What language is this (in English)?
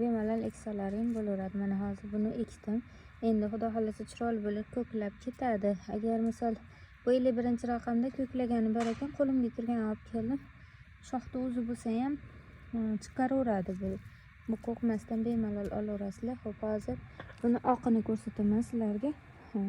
Uzbek